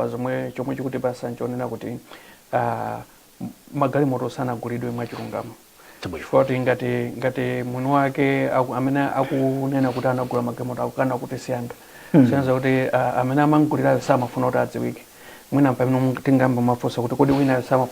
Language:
Nyanja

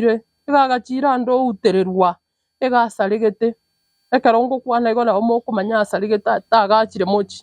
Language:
Gusii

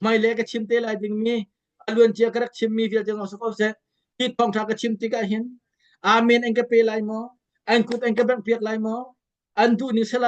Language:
Hakha Chin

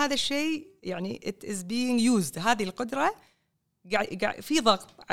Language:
Gulf Arabic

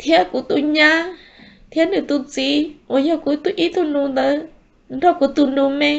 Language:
Hmong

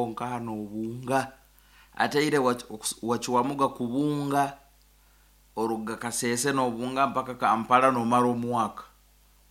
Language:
Nyankole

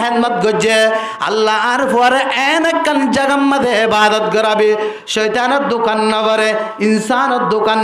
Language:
Rohingya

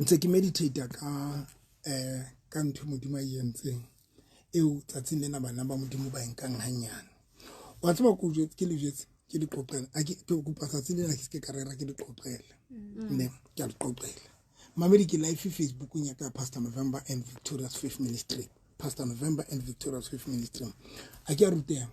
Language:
Southern Sotho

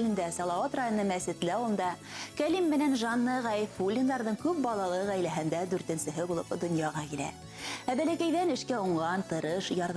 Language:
Bashkir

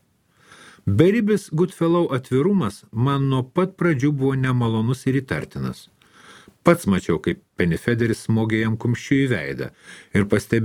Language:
Lithuanian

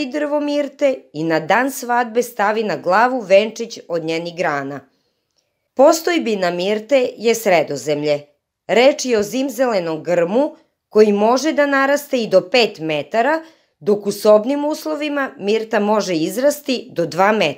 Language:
Serbian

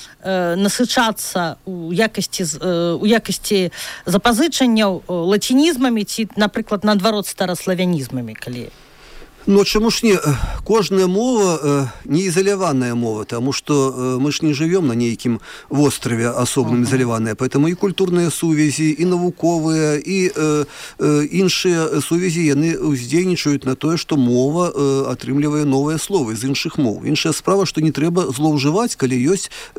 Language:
Belarusian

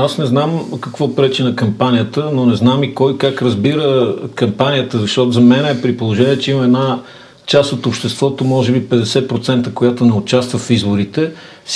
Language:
Bulgarian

